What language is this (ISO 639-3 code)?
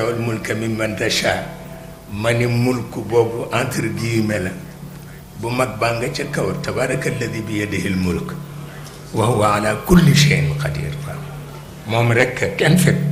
wol